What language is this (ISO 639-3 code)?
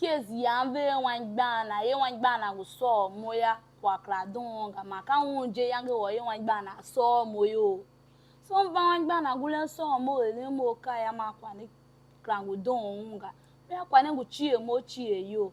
tiv